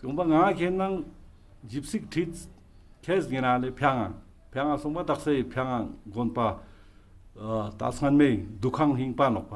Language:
Ladakhi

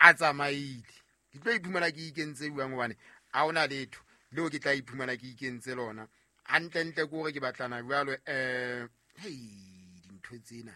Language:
Southern Sotho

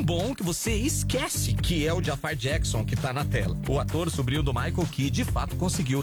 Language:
Portuguese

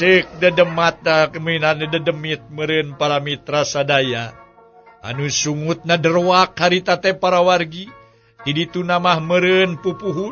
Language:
Sundanese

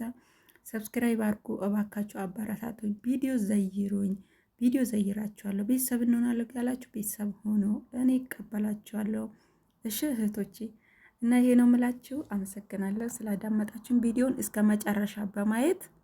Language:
Amharic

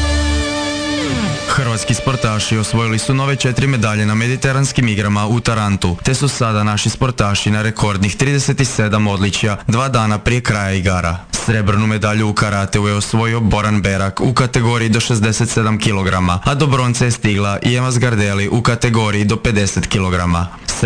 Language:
Croatian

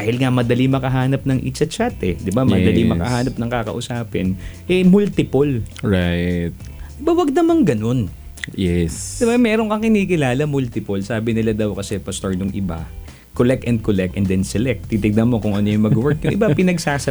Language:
Filipino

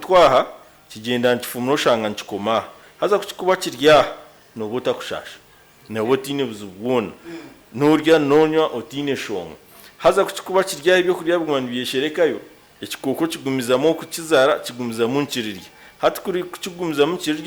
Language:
Nyankole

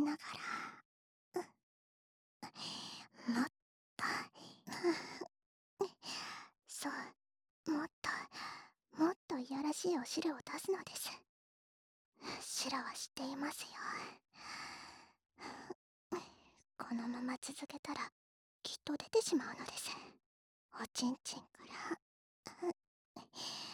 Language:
Japanese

